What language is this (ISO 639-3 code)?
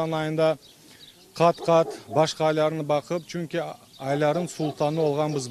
crh